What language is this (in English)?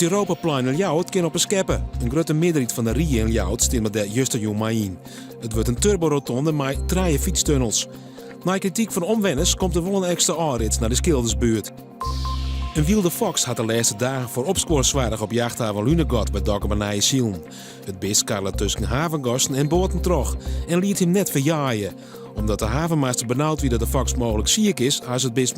Western Frisian